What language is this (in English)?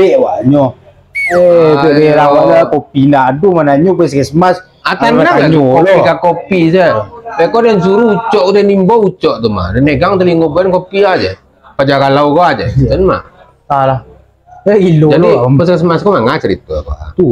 Minangkabau